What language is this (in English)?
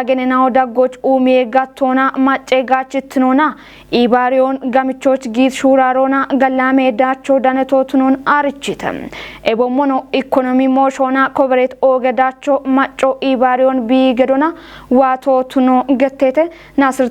Kafa